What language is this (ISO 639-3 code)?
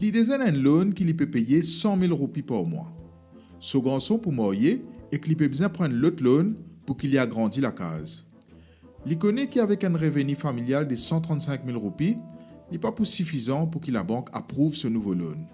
mfe